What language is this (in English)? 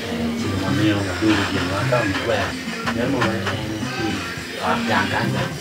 Acoli